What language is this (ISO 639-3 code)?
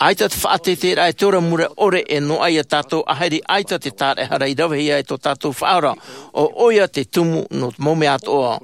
tah